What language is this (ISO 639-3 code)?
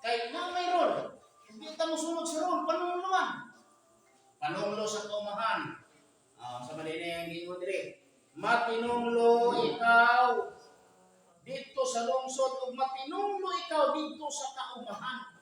ceb